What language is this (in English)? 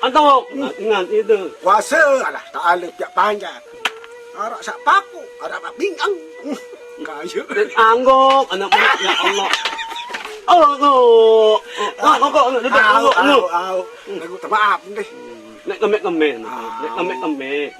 Sasak